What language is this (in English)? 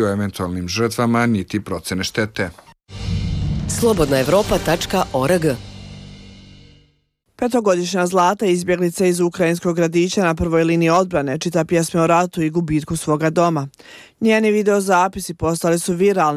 Bosnian